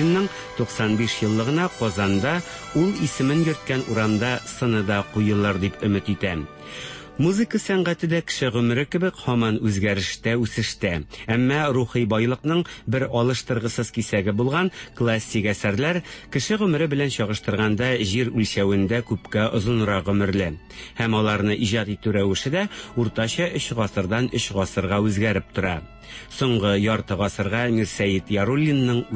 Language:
Tatar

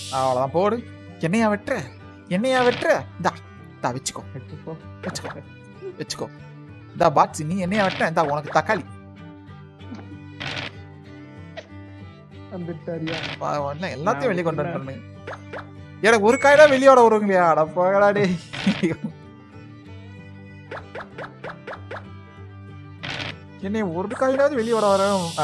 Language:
Tamil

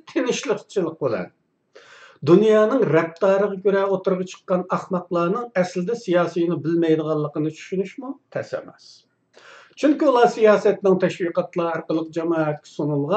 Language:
Uyghur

